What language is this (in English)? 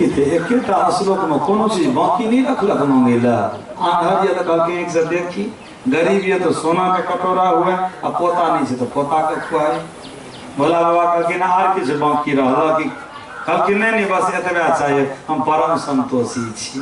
Maithili